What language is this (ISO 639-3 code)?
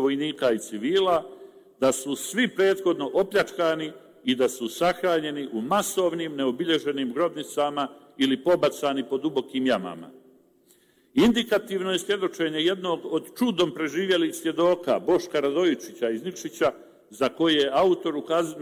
srp